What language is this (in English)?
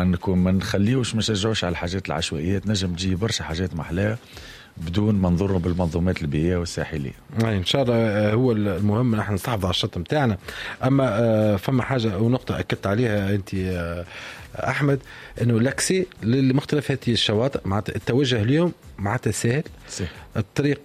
Tunisian Arabic